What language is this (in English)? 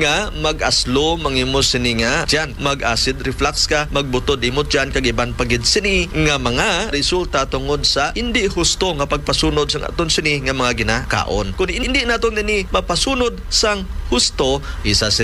Hiligaynon